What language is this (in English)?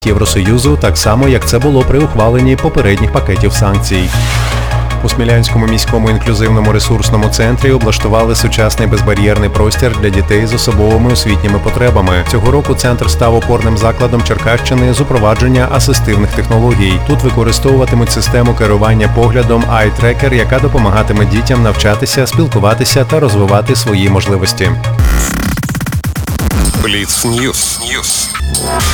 Ukrainian